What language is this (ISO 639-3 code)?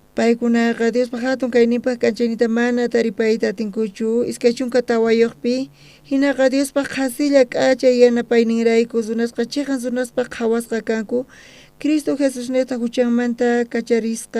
quh